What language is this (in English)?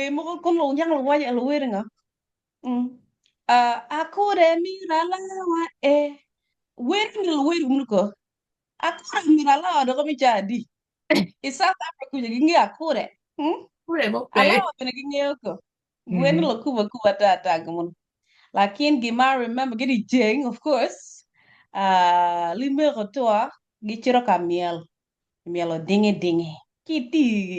Acoli